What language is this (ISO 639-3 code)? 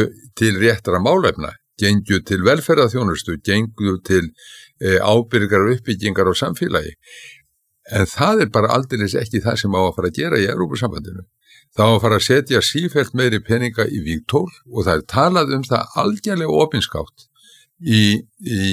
isl